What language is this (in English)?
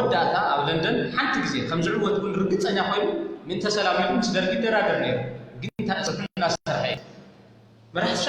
Tigrinya